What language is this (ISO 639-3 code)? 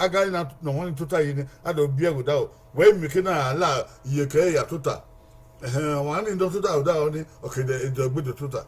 bin